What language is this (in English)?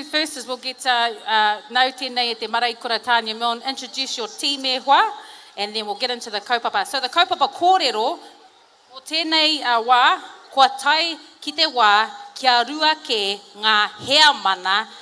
Māori